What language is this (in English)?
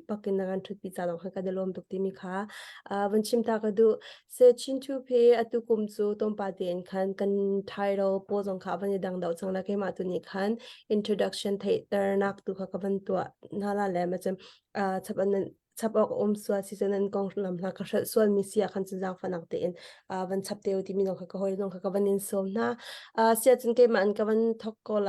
Hakha Chin